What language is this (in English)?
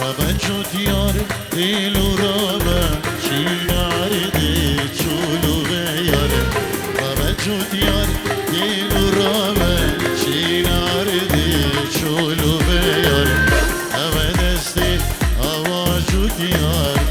Kurdish